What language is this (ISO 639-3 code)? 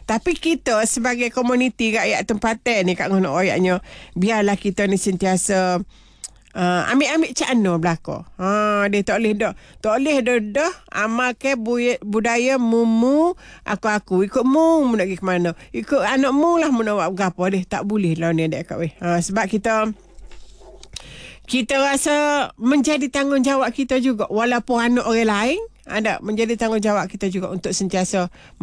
msa